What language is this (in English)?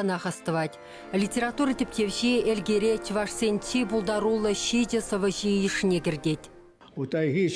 Chuvash